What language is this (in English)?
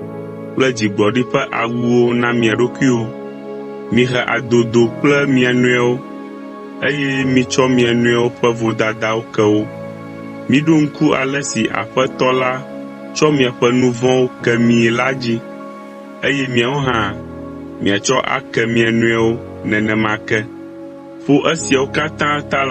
Ewe